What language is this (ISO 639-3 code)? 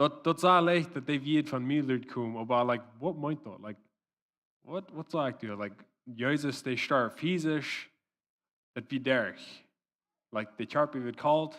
pdt